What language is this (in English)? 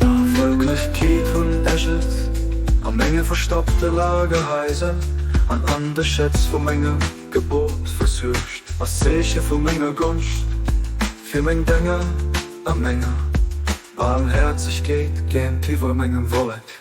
Luxembourgish